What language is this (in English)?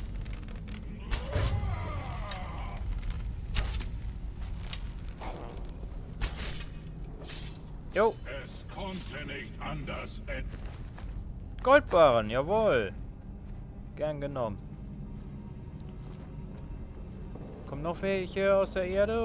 German